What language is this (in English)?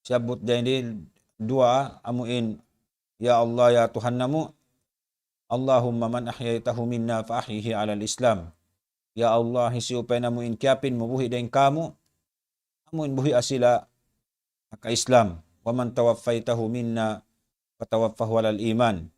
Tausug